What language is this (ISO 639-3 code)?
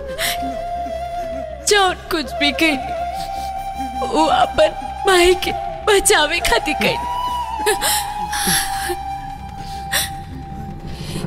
bho